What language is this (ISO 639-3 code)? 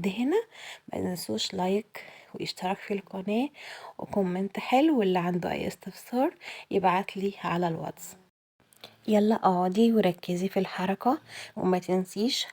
arz